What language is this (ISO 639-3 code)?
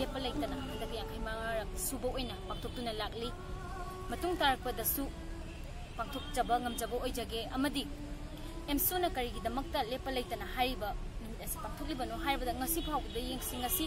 mni